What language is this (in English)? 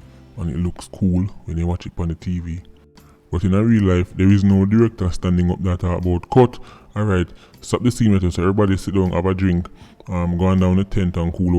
Jamaican Creole English